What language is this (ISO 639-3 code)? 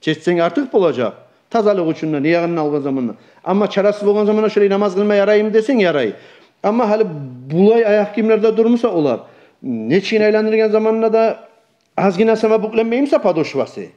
kum